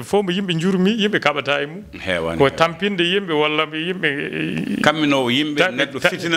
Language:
Fula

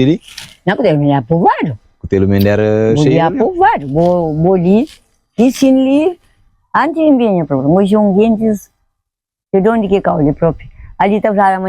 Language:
Kabuverdianu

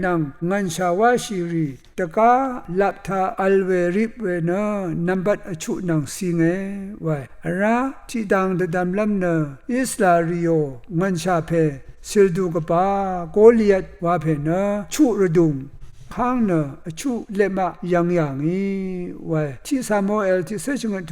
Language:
Rawang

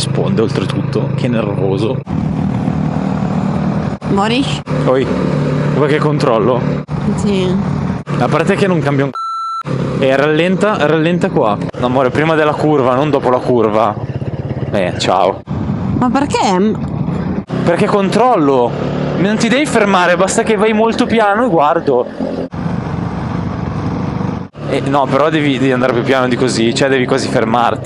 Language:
Italian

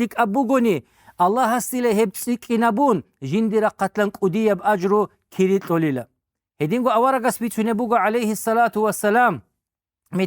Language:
Avaric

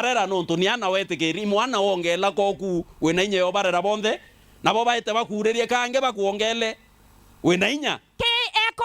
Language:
Meru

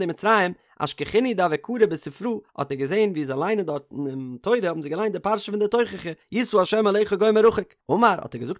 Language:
Yiddish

